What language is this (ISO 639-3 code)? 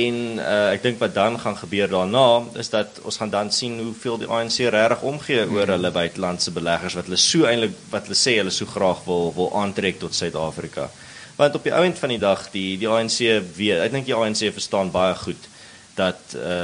afr